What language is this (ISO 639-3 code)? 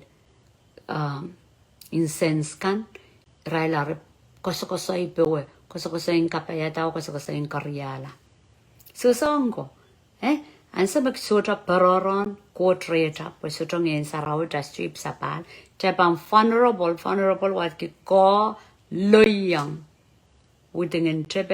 pon